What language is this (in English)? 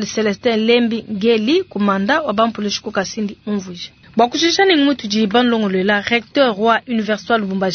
Luba-Lulua